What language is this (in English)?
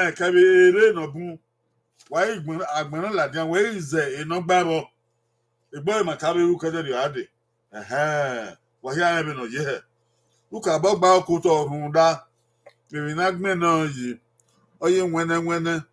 Bini